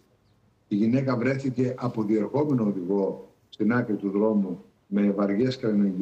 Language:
Greek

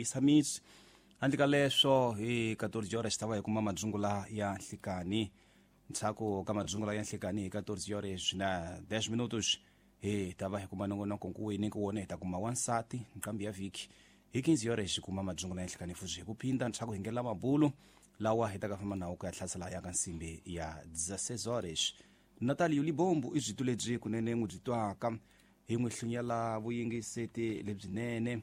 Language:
Tsonga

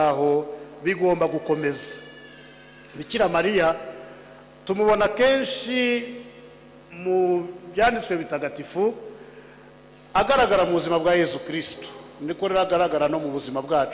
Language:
Kinyarwanda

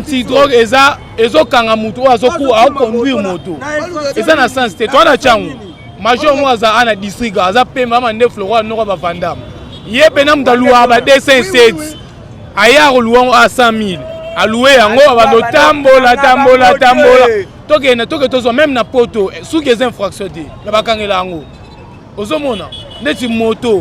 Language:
Lingala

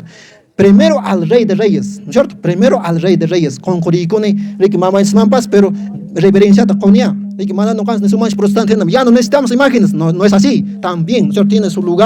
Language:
Quechua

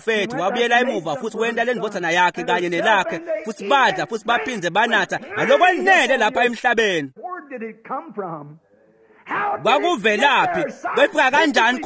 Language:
Swati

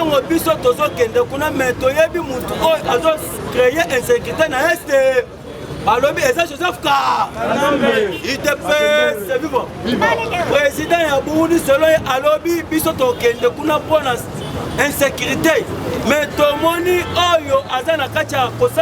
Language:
Lingala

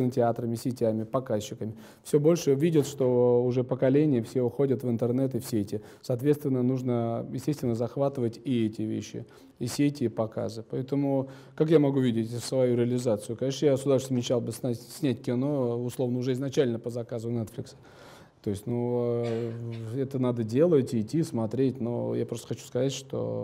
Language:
Russian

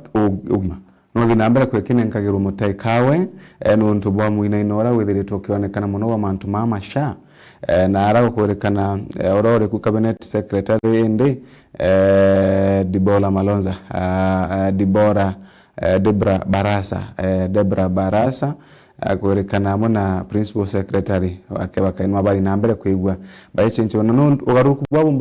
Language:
Meru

